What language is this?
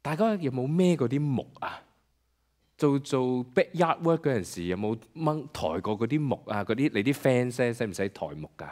Cantonese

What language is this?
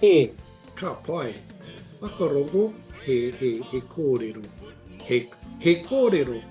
Māori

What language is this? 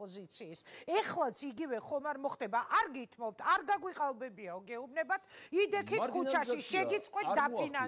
Georgian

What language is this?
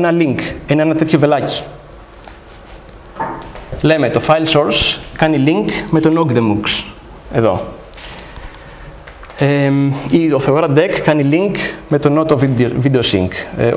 Greek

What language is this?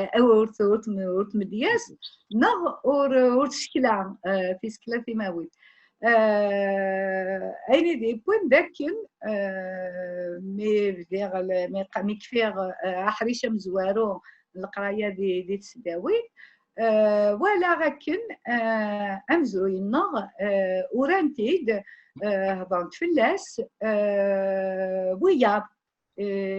Kabyle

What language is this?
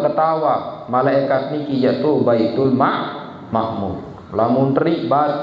Sasak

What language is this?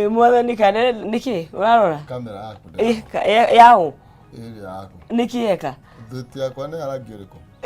Kikuyu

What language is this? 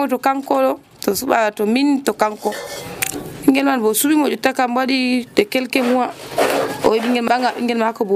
Nigerian Fulfulde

